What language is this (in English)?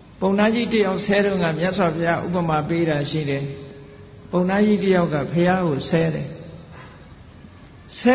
Burmese